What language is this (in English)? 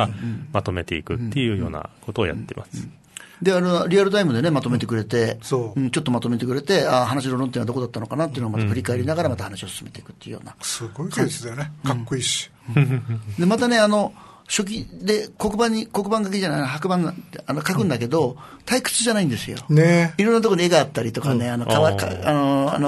Japanese